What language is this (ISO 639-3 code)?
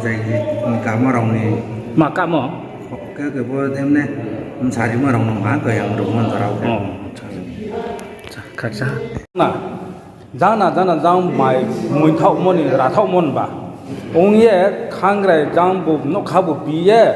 ria